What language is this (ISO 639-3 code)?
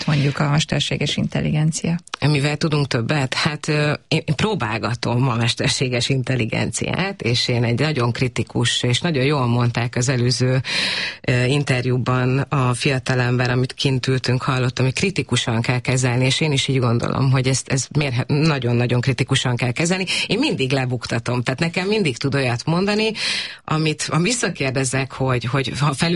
hun